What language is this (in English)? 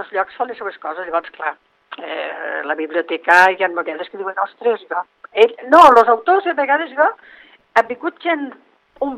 Catalan